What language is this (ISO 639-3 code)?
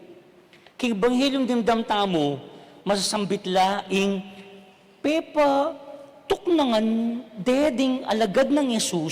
pam